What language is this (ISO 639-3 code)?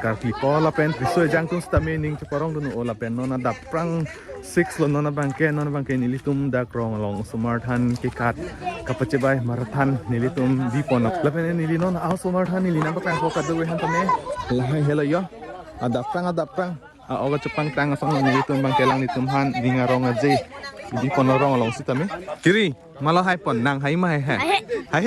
mjw